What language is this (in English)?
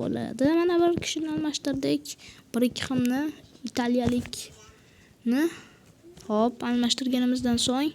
Uzbek